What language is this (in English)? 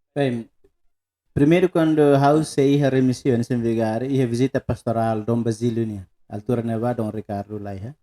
Tetum